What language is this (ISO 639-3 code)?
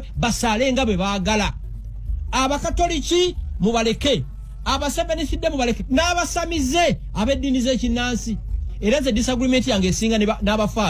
lug